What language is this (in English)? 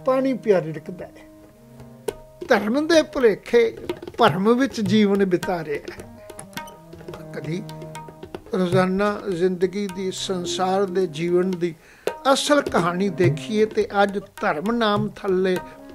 Punjabi